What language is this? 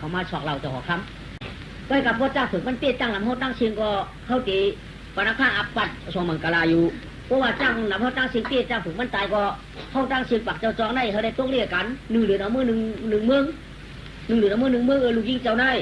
Shan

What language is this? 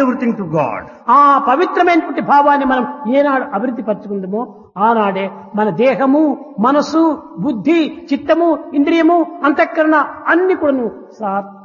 Telugu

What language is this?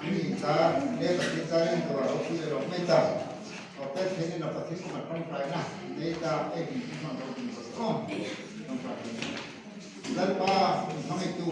Hmar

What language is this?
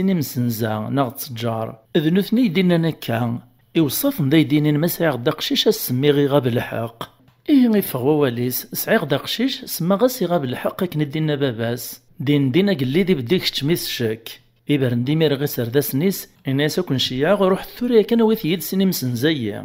Kabyle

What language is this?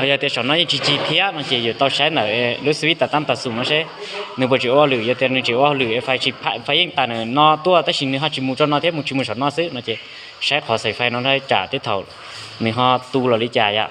Hmong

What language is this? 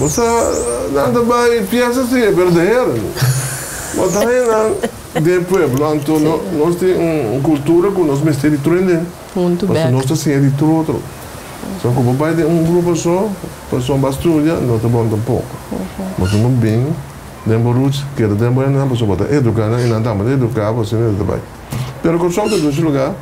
Papiamento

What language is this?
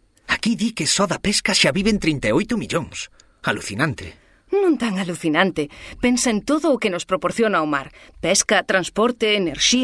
Galician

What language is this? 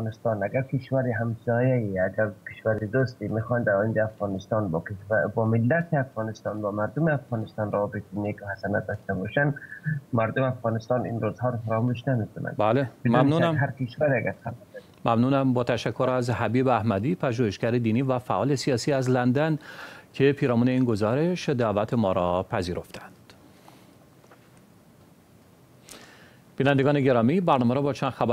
Persian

